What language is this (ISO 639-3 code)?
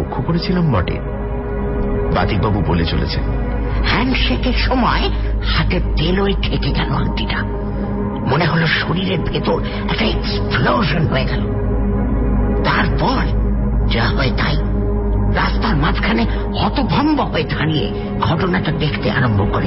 ben